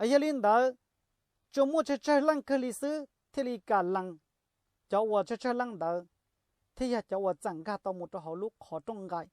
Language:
Hmong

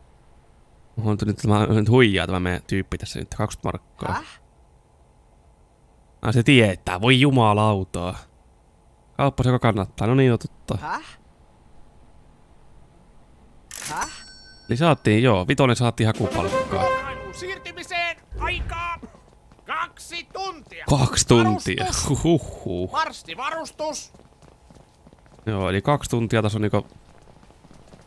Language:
Finnish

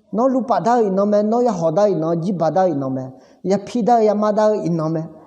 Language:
Akha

